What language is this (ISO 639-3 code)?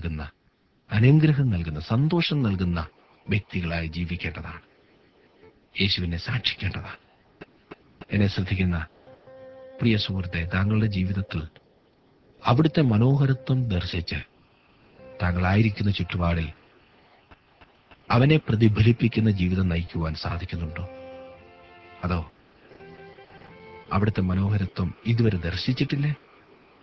mal